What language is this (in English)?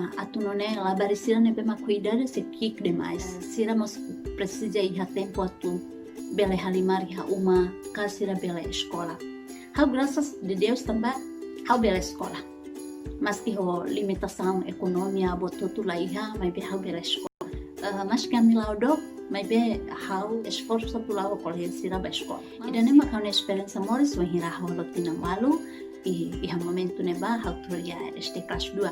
Tetum